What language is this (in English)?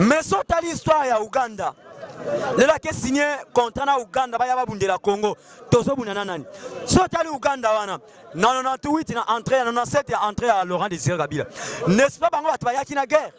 Lingala